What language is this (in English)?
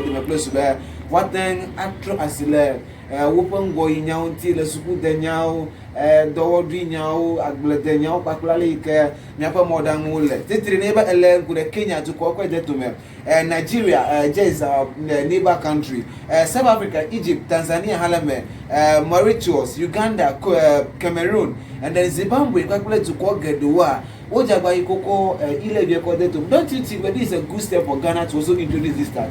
Ewe